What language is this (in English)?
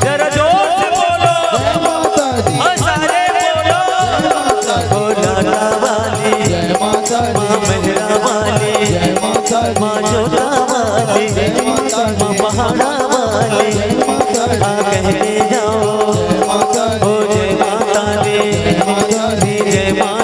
Chhattisgarhi